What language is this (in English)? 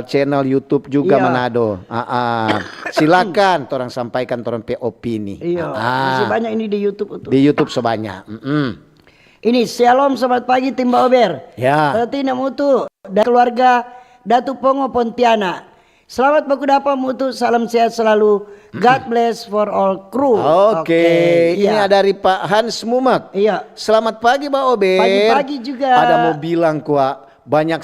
Manado Malay